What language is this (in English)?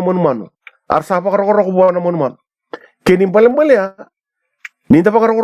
Fijian